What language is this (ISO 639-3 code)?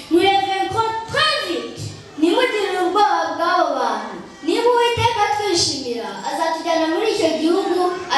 kin